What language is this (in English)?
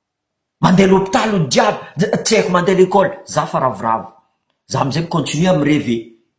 Malagasy